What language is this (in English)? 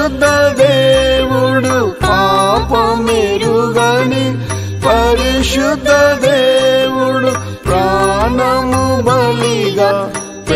Telugu